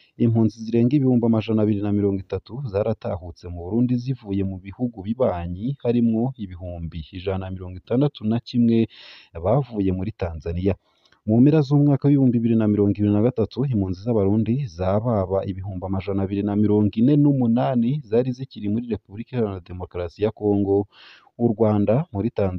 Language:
Rundi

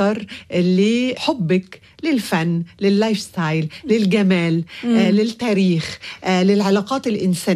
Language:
Arabic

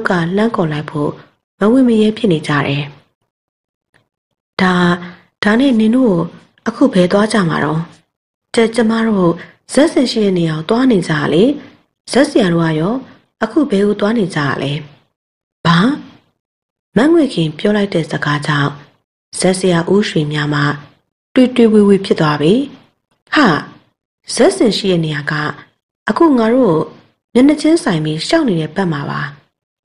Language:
Burmese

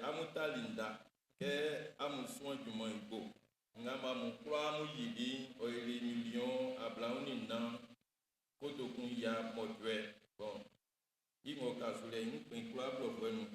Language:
Baoulé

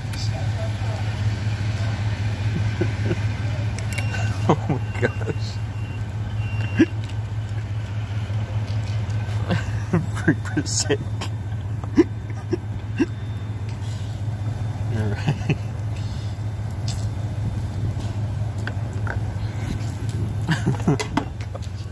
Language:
English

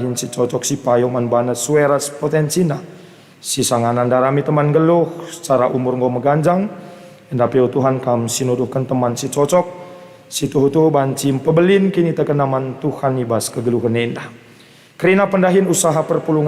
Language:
Batak Karo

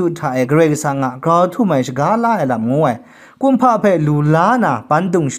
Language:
Kachin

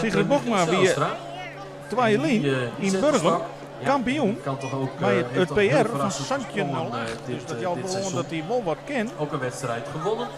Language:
Western Frisian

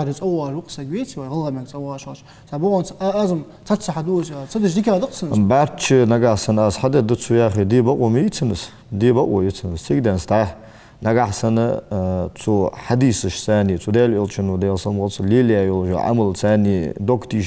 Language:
Ingush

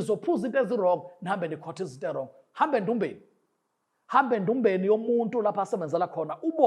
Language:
Zulu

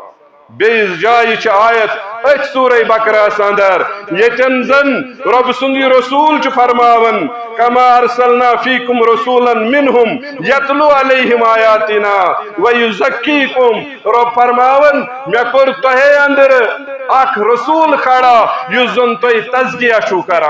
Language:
Kashmiri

